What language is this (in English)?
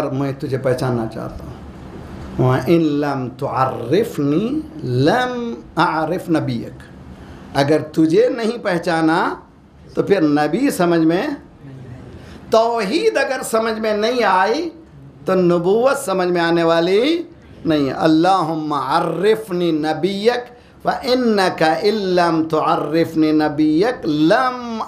Urdu